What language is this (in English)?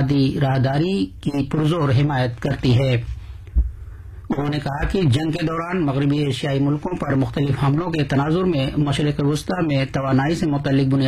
Urdu